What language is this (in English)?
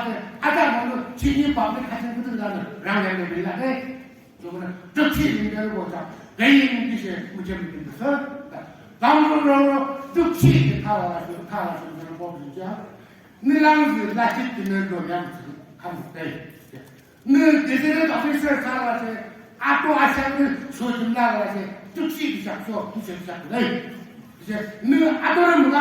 Naga Pidgin